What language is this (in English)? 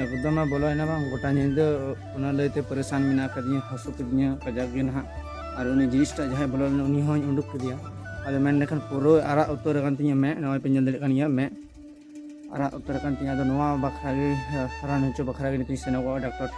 Santali